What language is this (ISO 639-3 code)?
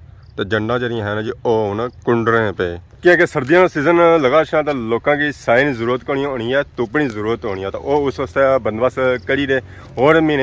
phr